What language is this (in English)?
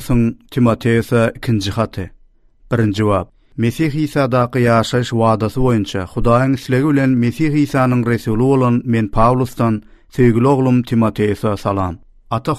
Turkmen